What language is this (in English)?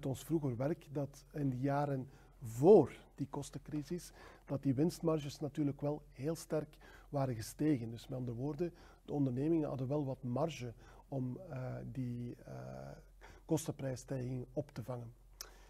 Dutch